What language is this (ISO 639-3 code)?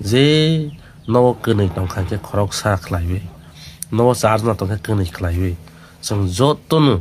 trp